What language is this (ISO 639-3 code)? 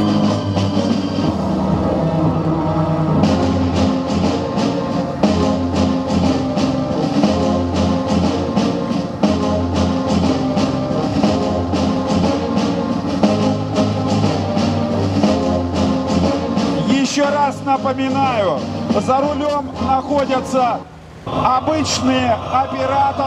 rus